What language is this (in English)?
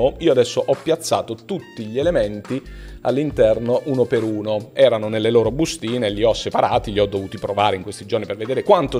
Italian